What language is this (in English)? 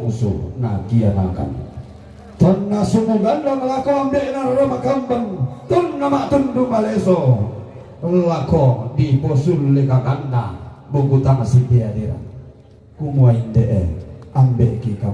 Toraja-Sa'dan